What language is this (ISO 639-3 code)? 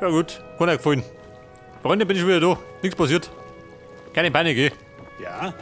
bar